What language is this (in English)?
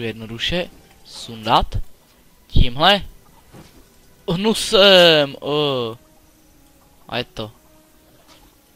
Czech